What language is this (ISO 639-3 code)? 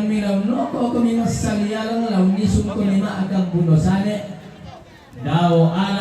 sda